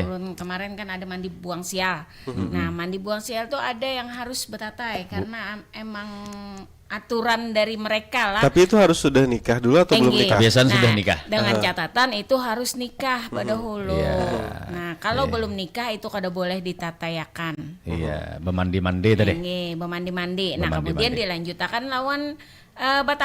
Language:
Banjar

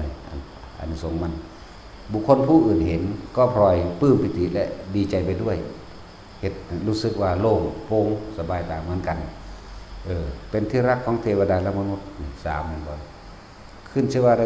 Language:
Northeastern Thai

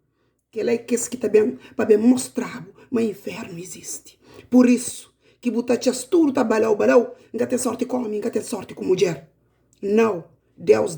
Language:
Kabuverdianu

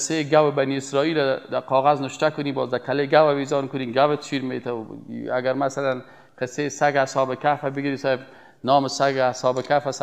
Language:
Persian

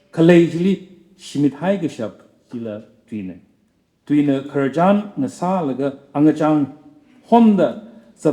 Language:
Tangkhul Naga (India)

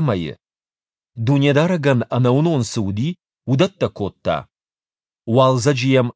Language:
Ossetic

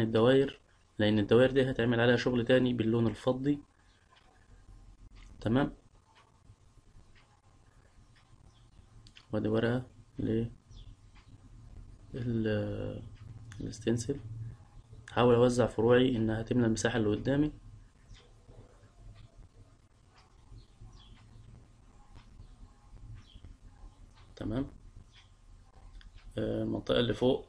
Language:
Egyptian Arabic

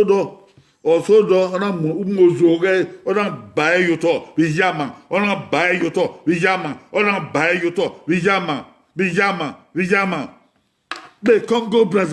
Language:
Bini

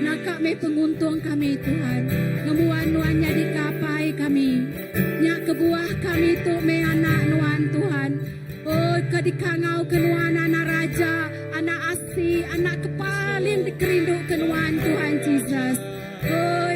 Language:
Iban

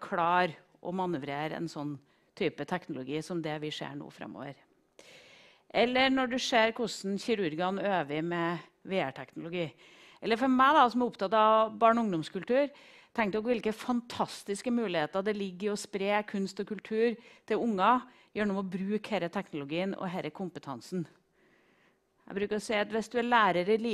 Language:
Norwegian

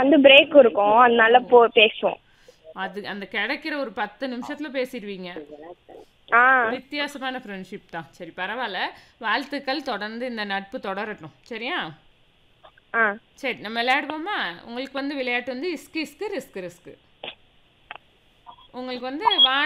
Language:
Tamil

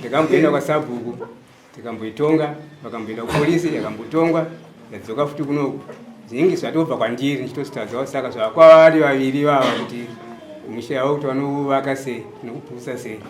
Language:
Shona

